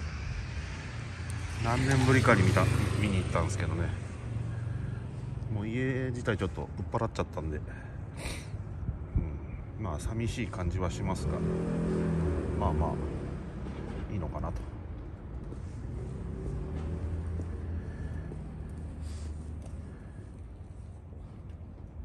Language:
Japanese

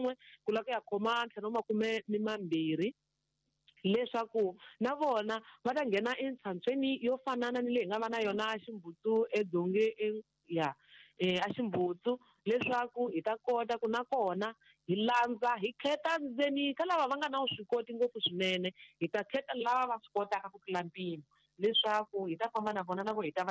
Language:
Tsonga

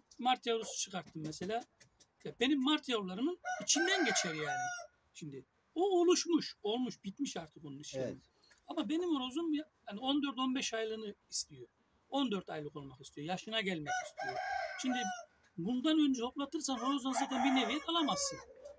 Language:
Turkish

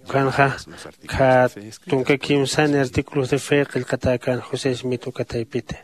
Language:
Aymara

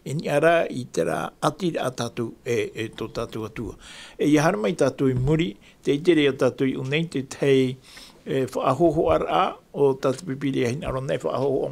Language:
Tahitian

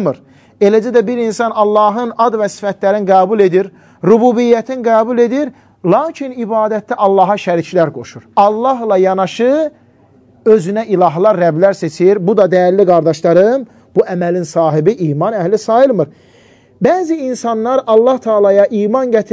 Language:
Azerbaijani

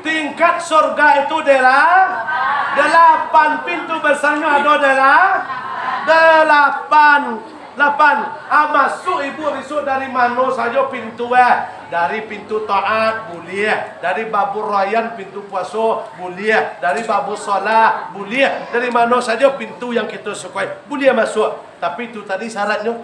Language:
Minangkabau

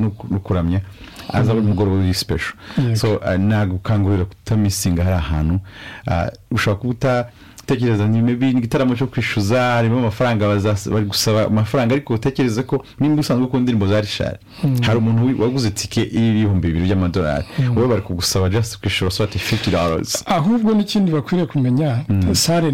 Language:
Kinyarwanda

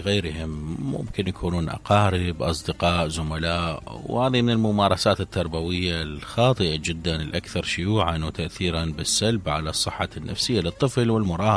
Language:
Mesopotamian Arabic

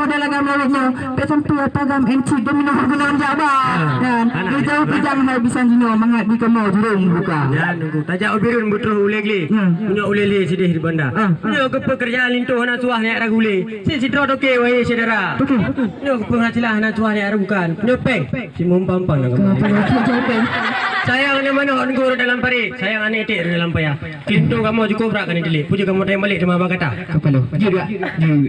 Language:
Achinese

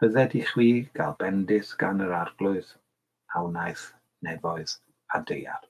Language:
Welsh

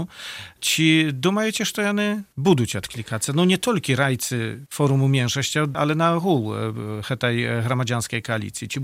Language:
Belarusian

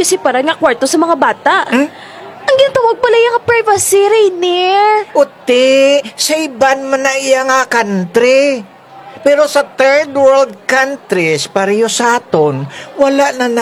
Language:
Kinaray-a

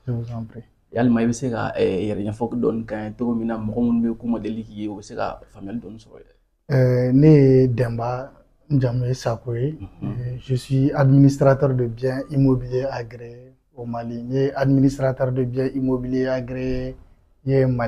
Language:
Bambara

